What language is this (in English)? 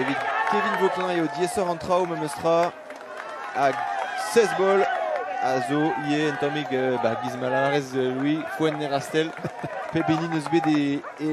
Breton